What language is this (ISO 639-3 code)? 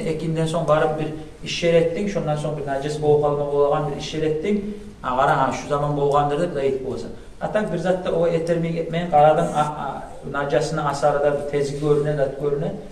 kum